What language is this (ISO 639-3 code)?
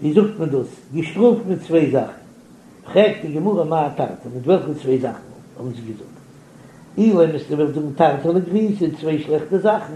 yid